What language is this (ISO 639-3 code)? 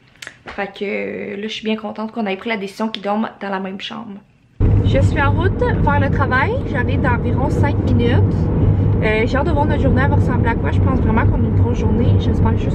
fra